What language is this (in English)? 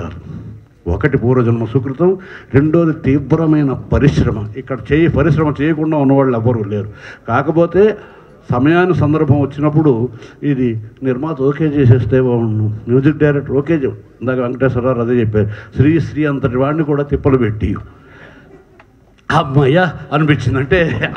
Telugu